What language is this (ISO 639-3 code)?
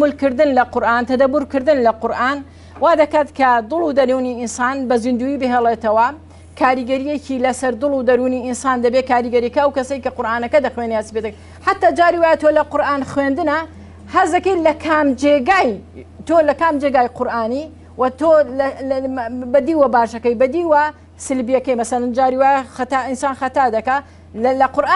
ckb